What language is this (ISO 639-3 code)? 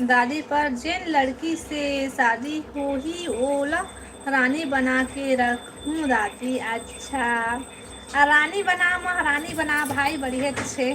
hne